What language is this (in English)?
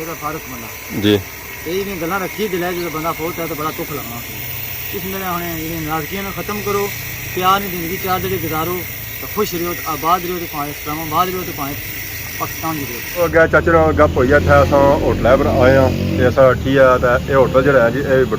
Pahari-Potwari